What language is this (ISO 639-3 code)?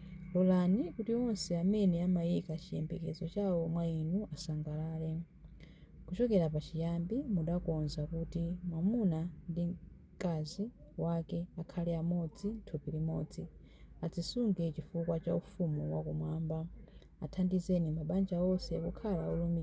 nya